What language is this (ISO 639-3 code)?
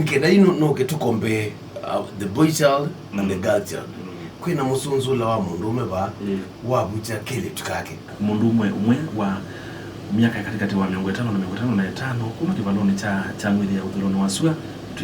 kam